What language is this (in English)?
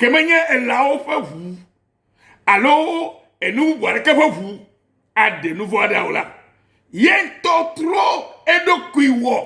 Ewe